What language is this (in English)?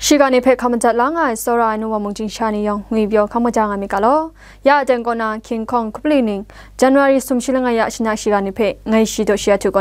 Kachin